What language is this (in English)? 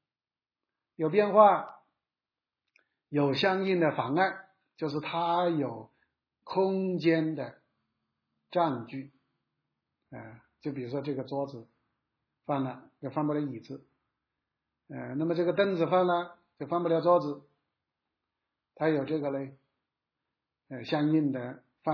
Chinese